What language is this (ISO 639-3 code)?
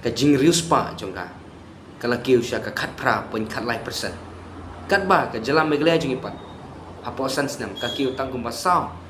kha